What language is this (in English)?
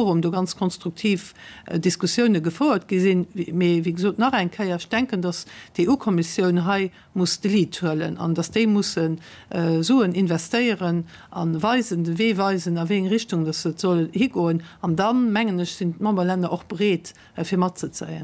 Luxembourgish